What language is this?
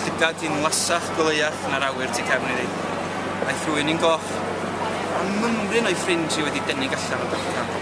Welsh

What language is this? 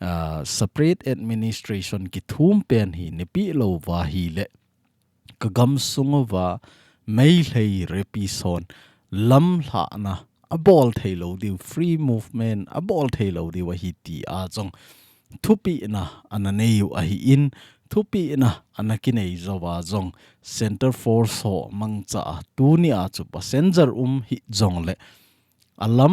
Thado Chin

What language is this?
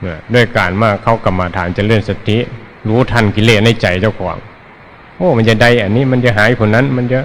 Northeastern Thai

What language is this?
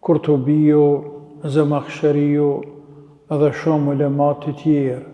Albanian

